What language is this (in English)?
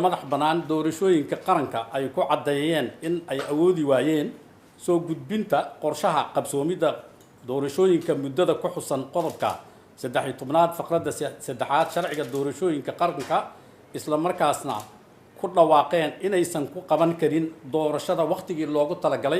Somali